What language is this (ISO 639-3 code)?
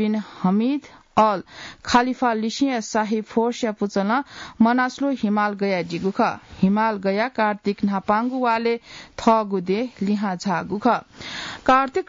new